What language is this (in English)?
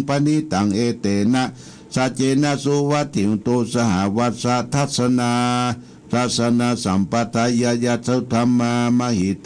Pali